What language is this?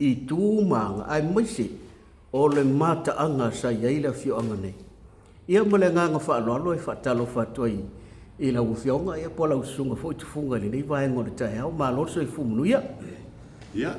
Samoan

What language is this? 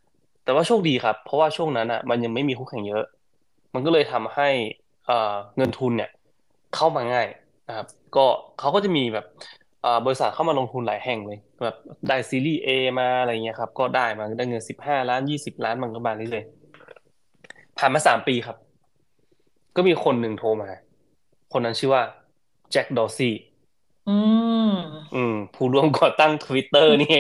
Thai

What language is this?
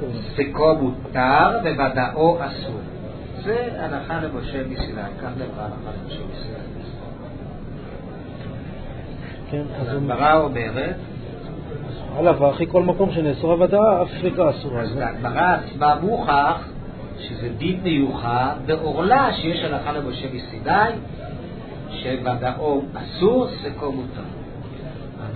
Hebrew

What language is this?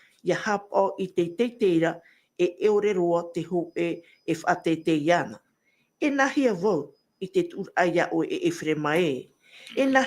Tahitian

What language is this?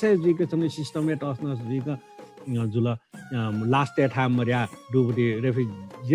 Newari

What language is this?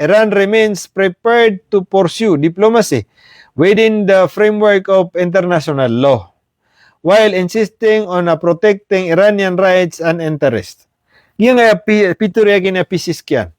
Maranao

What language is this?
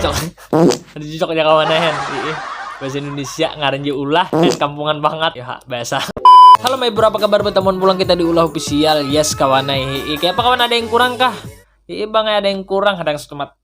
Banjar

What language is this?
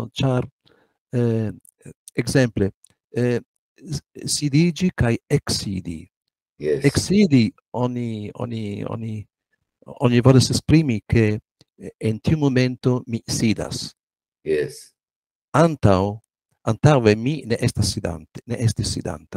Esperanto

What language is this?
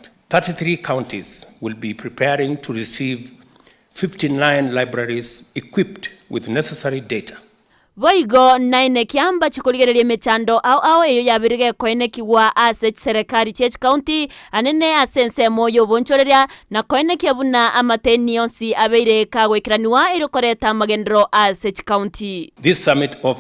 Gusii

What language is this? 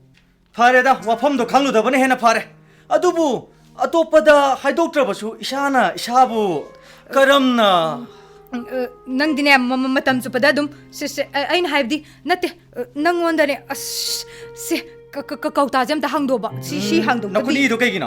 Manipuri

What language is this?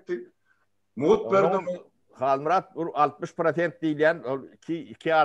Turkmen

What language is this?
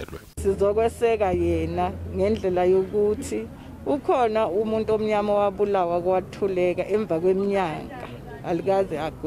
Zulu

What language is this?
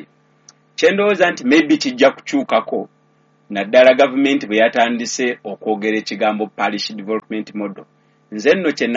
Ganda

